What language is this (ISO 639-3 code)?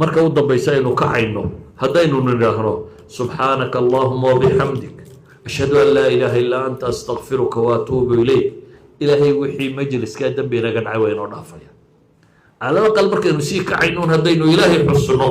som